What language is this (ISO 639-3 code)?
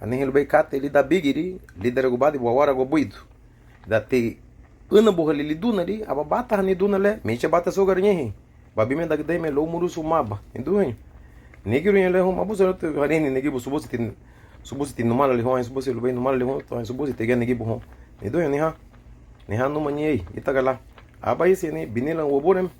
cab